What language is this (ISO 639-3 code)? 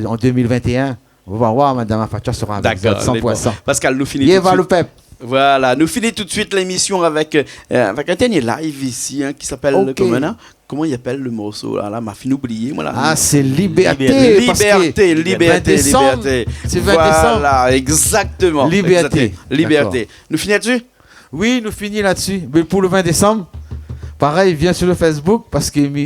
rcf